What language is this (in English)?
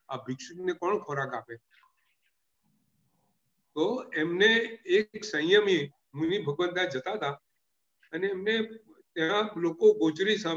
Gujarati